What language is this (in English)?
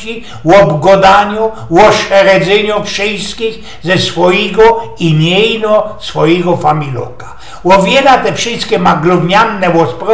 Silesian